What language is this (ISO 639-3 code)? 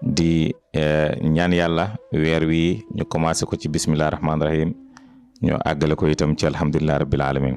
wol